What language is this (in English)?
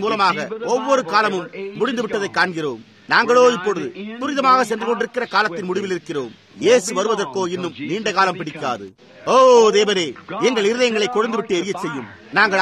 Tamil